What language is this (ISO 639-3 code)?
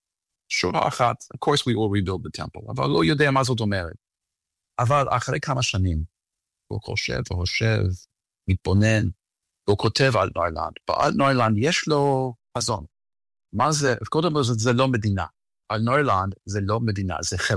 heb